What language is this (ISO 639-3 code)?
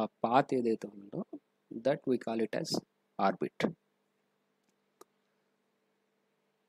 tel